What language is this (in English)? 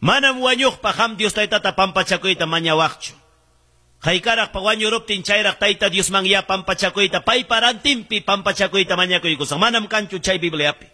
Quechua